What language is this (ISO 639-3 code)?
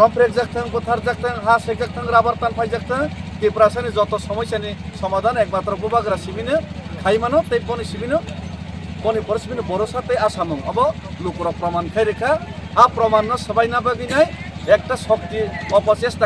trp